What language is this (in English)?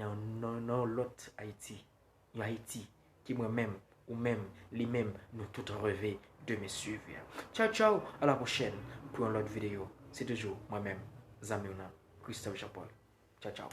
Haitian Creole